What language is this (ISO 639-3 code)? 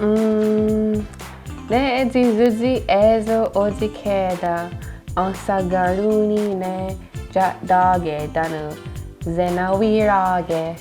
moh